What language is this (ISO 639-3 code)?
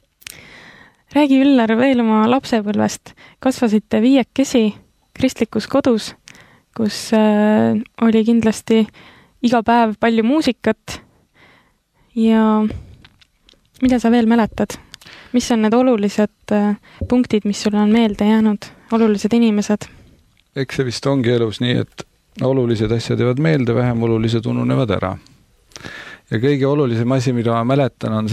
est